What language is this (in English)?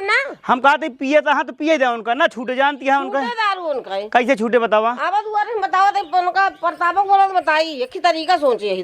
Awadhi